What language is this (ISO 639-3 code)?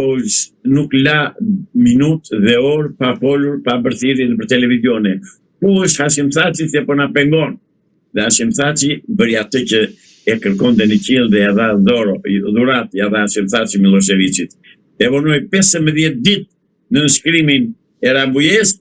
sqi